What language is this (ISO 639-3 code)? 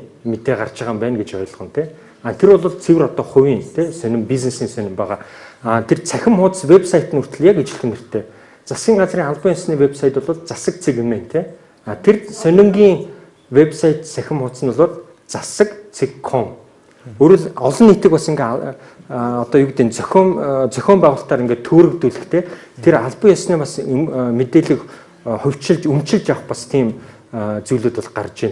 mon